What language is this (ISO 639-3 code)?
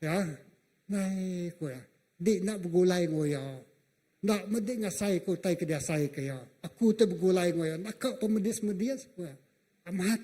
iba